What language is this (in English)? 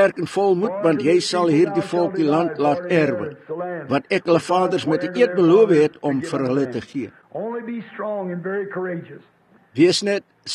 Afrikaans